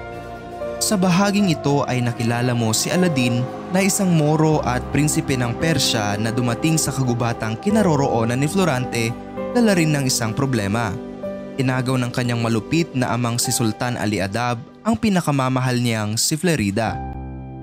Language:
Filipino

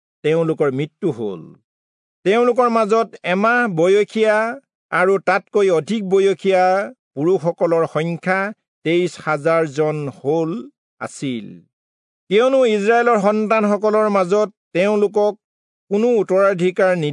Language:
Assamese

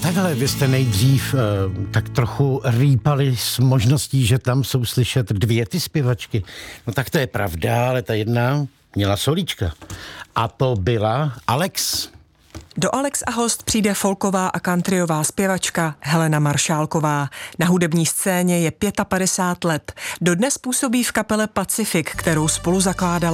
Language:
Czech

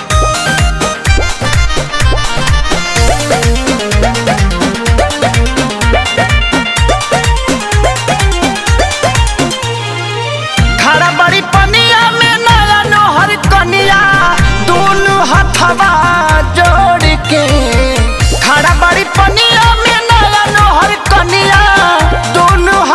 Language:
Bhojpuri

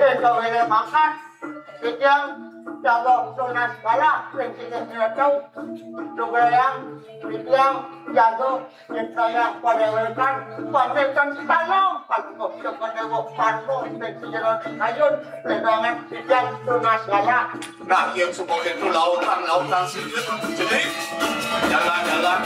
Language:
Balinese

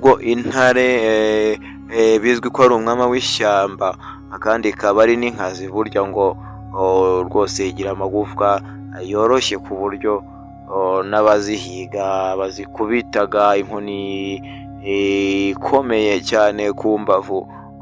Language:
Kinyarwanda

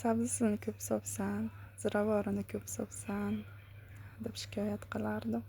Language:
Uzbek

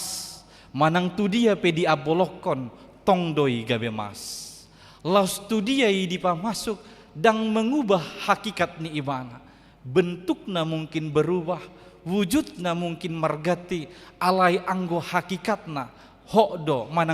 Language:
Batak Toba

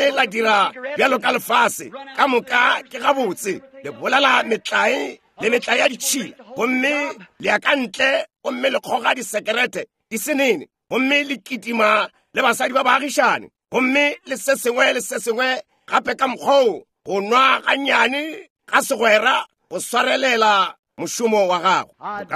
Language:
Northern Sotho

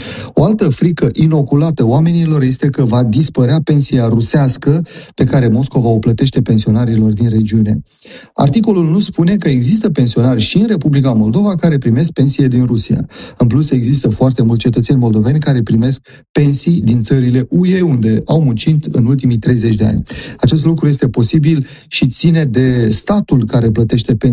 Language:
Romanian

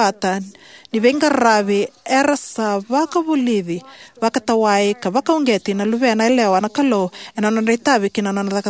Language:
Fijian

